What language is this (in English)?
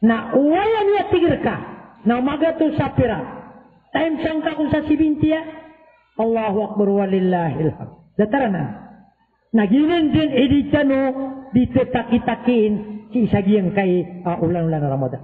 Maranao